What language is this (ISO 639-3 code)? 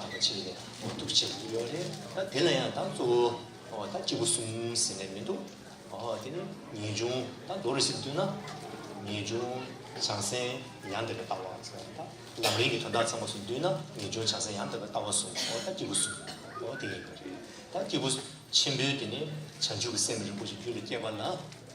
bod